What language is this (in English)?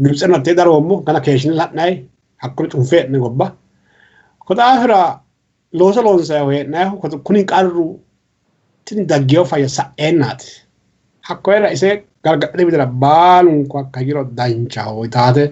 Sidamo